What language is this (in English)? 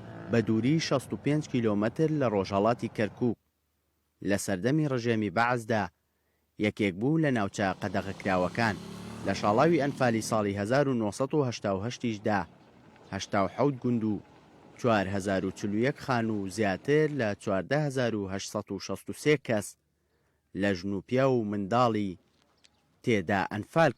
Central Kurdish